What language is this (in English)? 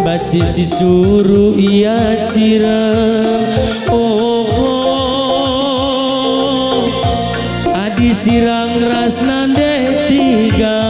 Batak Karo